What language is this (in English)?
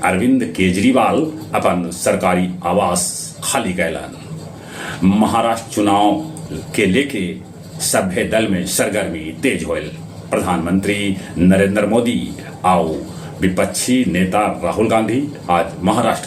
Magahi